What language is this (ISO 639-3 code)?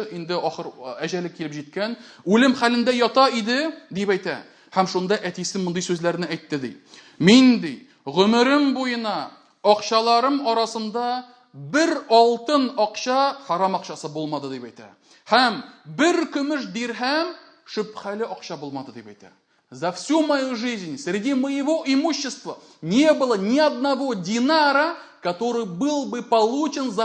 tat